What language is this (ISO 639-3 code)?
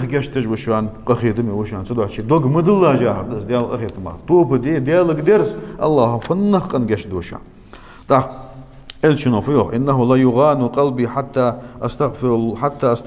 inh